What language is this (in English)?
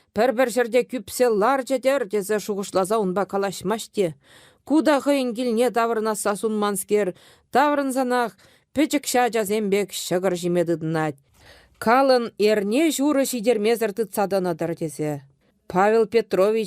Chuvash